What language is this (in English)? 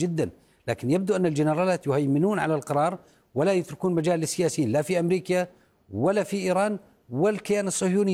Arabic